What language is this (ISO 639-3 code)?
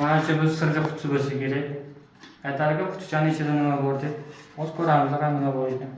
uzb